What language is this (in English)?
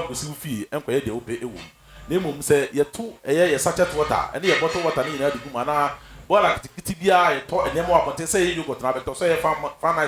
Akan